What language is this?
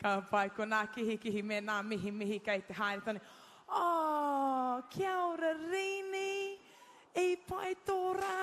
Māori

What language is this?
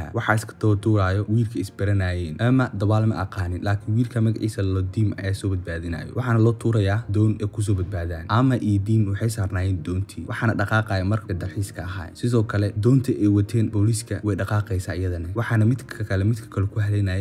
Somali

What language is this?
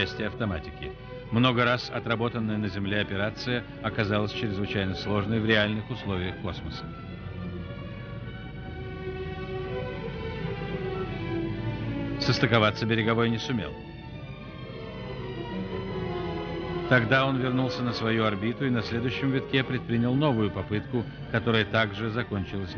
Russian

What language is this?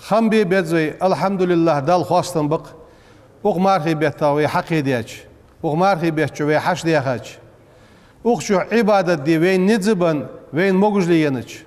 Ingush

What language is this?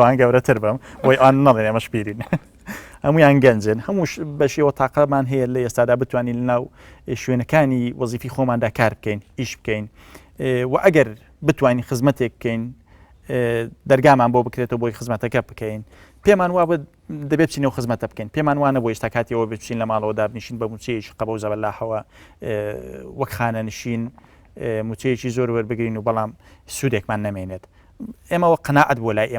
Central Kurdish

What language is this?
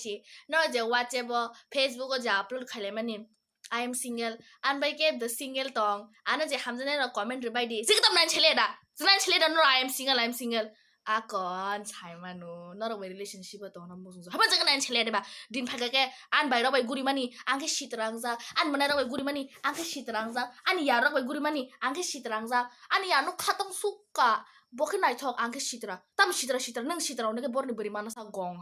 Kok Borok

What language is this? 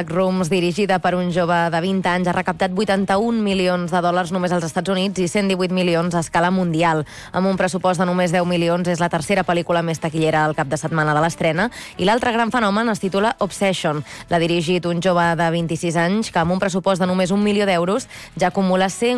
Catalan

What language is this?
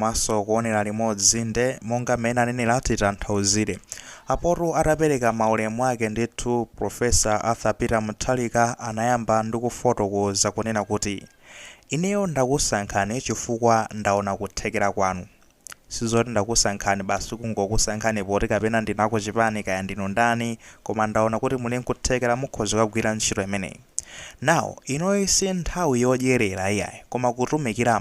Nyanja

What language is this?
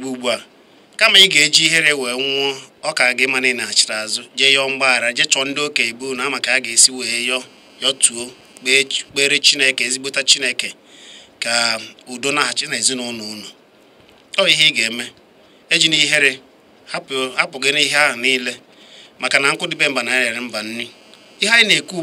Igbo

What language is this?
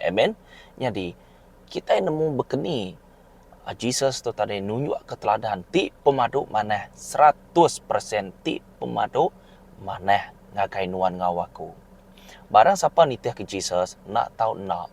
Iban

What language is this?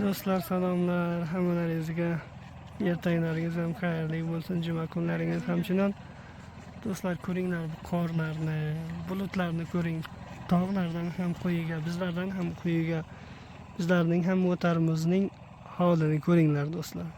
Uzbek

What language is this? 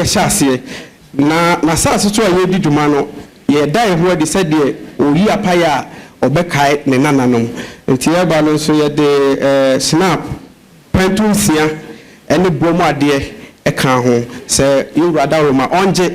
Akan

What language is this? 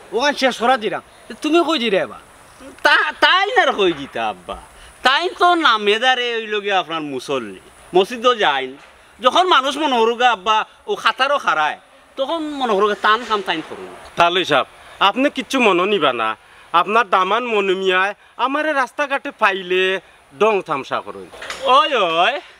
Sylheti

